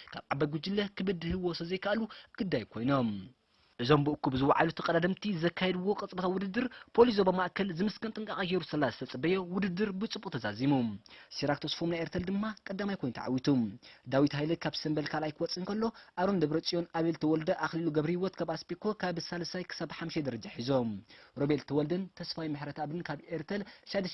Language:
Tigrinya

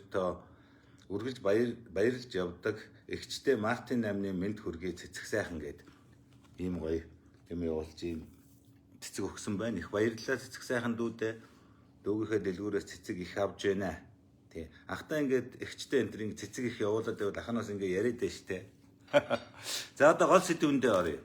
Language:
Mongolian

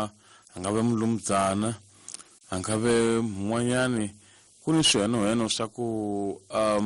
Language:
Tsonga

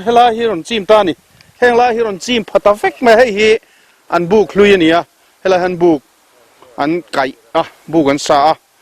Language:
Mizo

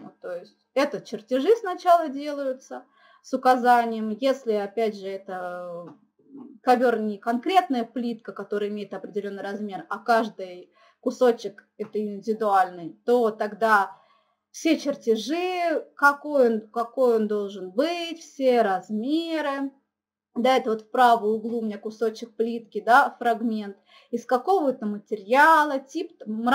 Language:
Russian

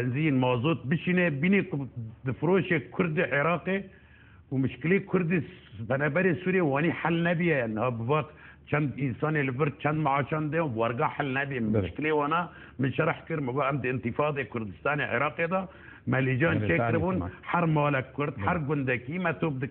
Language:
Kurdish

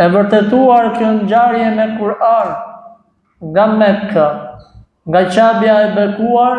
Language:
Albanian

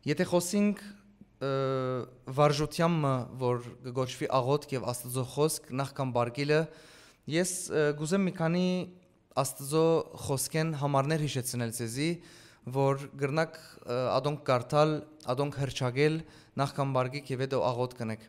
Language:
Western Armenian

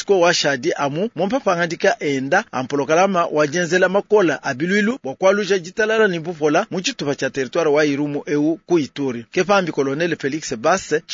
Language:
Luba-Lulua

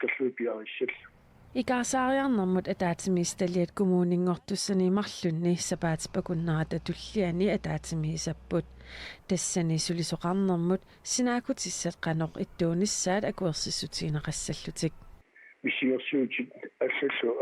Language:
Kalaallisut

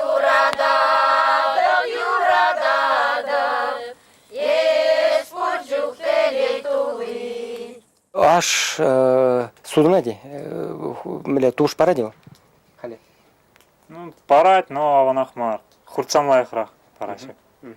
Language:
Chuvash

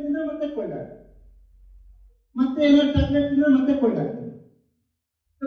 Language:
Kannada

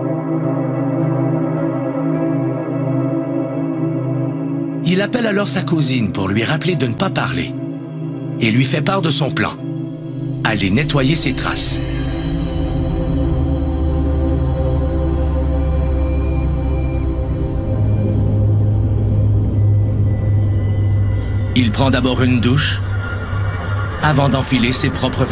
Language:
French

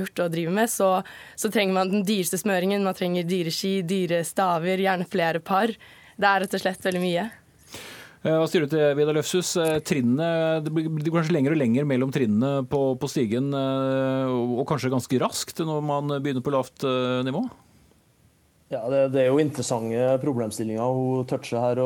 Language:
Norwegian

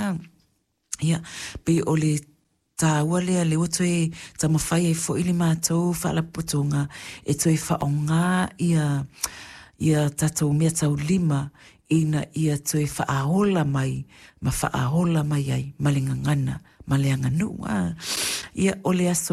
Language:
Samoan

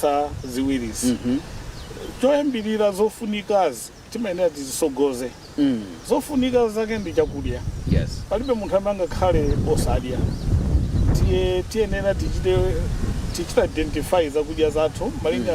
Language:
Nyanja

